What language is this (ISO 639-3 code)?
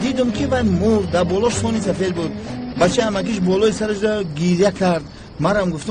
tgk